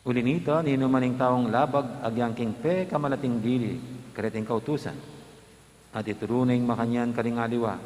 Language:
Pampanga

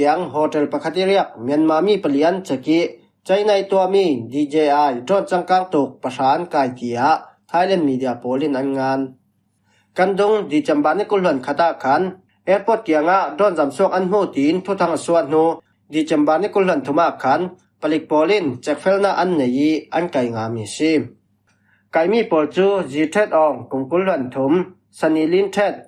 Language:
Falam Chin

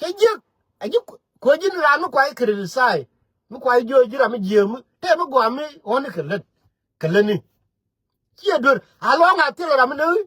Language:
Nuer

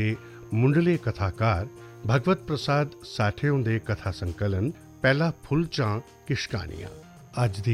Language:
Dogri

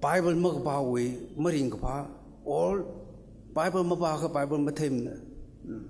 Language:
Tangkhul Naga (India)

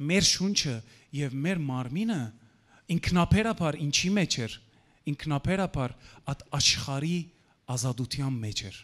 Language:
Western Armenian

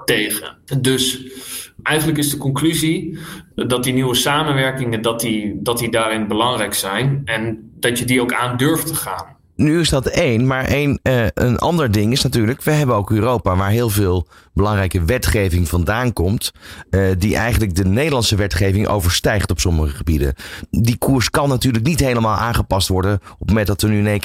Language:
Dutch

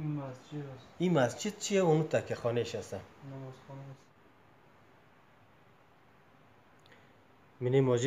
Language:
Persian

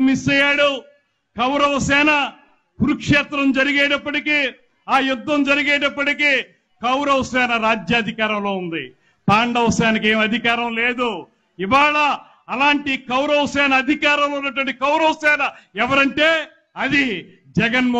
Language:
Telugu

